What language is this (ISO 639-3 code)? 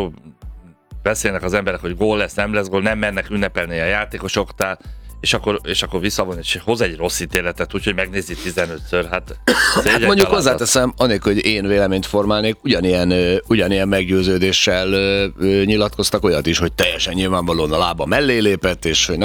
hun